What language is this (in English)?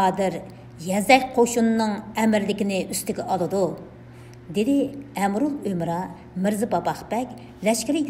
Uyghur